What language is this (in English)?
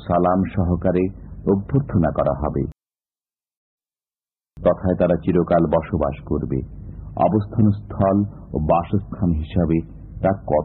Bangla